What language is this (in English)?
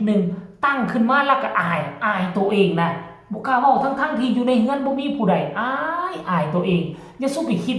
Northeastern Thai